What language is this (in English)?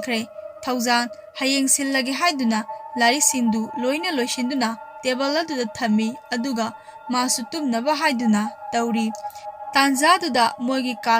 Manipuri